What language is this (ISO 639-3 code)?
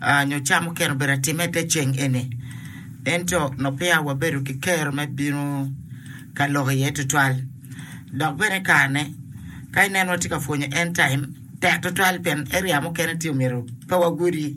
ach